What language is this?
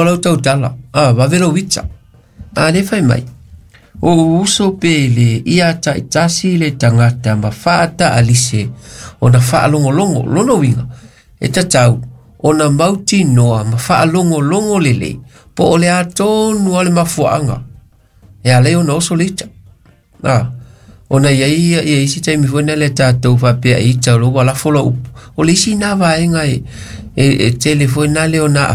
Samoan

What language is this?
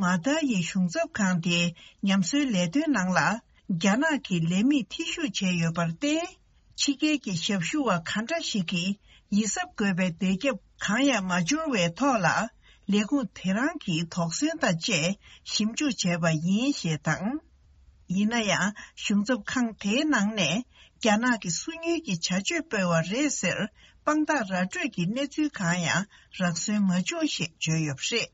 Tibetan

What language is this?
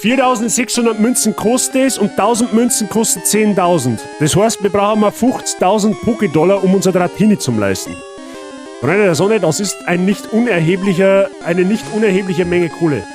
Bavarian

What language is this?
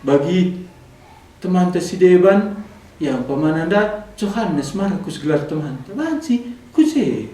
Batak Karo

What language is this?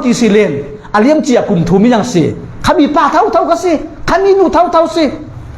Falam Chin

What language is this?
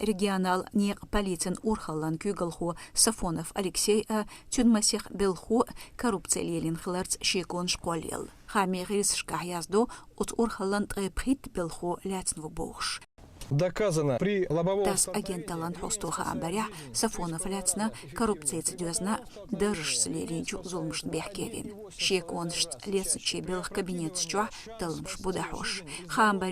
Chechen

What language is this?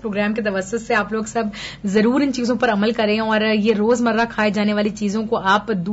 Urdu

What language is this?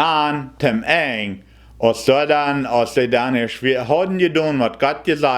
Plautdietsch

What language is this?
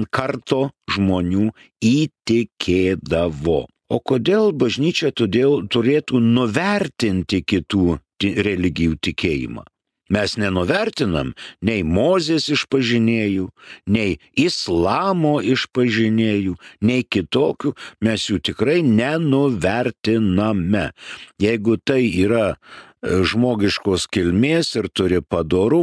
Lithuanian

